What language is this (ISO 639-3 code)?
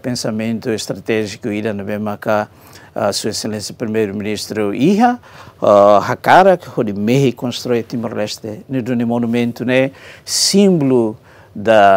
tet